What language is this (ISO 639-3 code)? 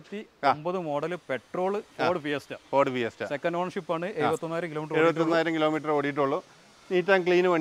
mal